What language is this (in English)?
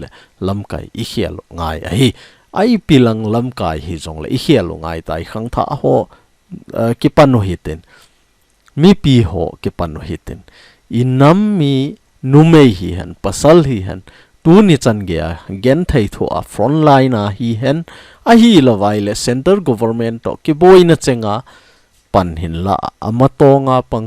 Thado Chin